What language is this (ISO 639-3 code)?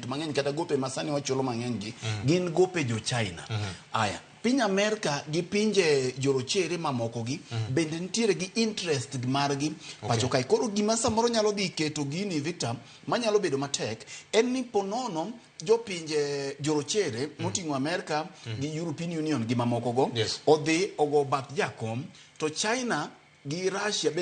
luo